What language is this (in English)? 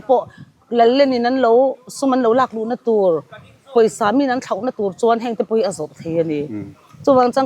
Mizo